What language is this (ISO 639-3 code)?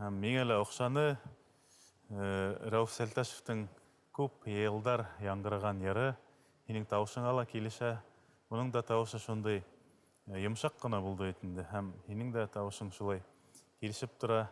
bak